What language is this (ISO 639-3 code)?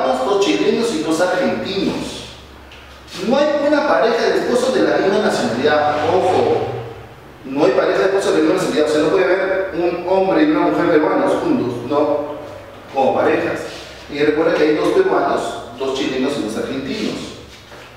spa